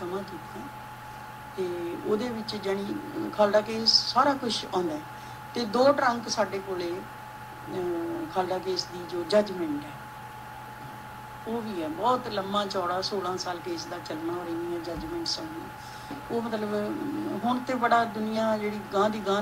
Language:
Punjabi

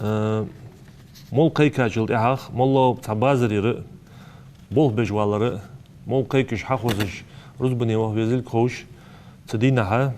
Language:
Ingush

